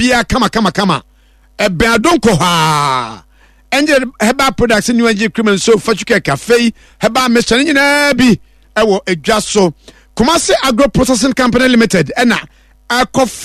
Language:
Akan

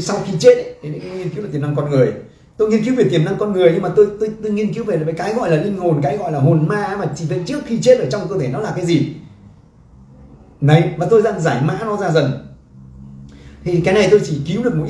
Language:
Vietnamese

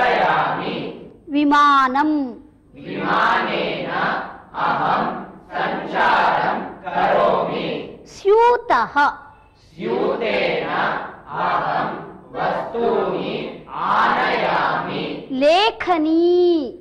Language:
Sanskrit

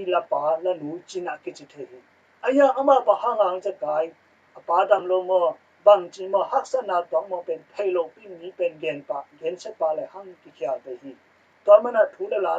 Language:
Tedim Chin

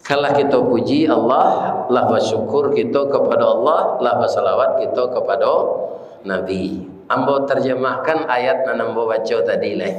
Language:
Minangkabau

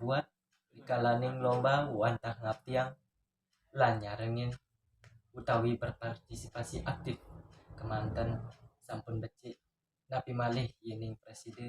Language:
Balinese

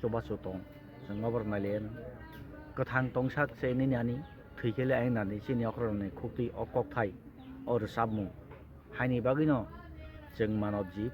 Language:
Kok Borok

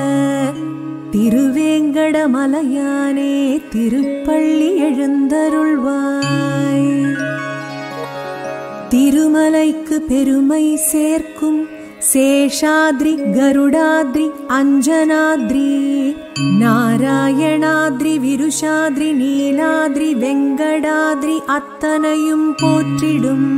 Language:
Tamil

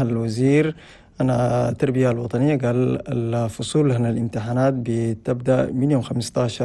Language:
Chadian Arabic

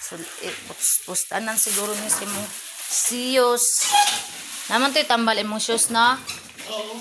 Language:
Cebuano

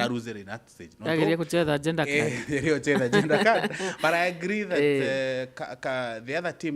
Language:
Meru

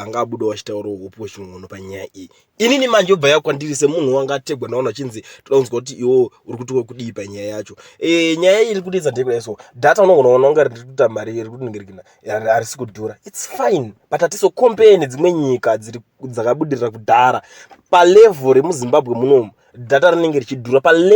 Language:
Shona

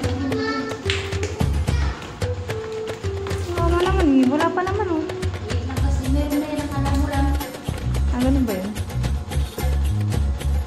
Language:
Filipino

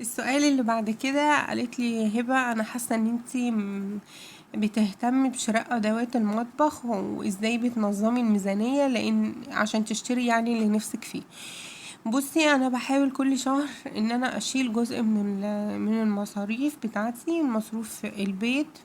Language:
Egyptian Arabic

